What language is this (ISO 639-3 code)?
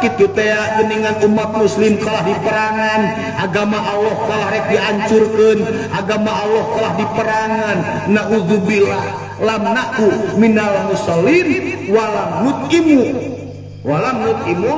sun